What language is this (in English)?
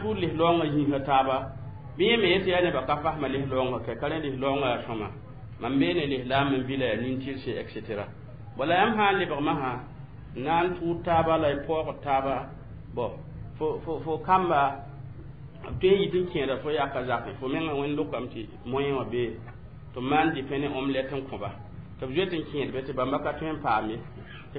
Mossi